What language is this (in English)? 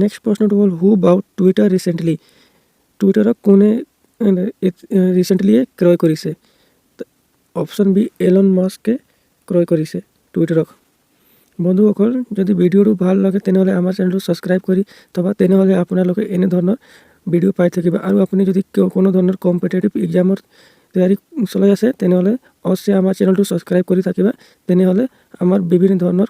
Assamese